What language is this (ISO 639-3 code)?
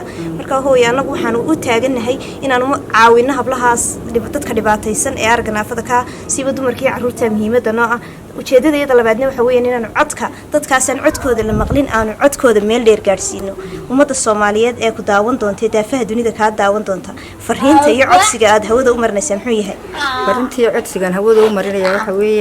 som